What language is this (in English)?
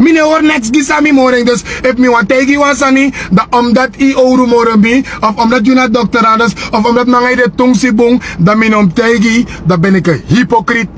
Sranan Tongo